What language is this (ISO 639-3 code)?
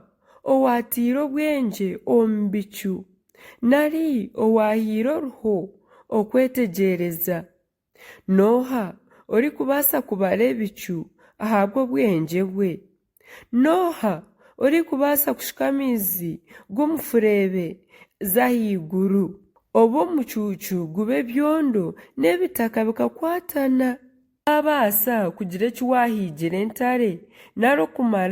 nyn